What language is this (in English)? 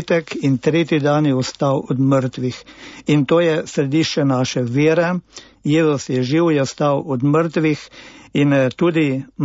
Slovenian